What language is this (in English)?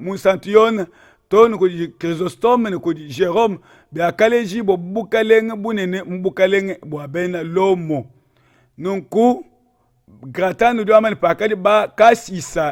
Luba-Lulua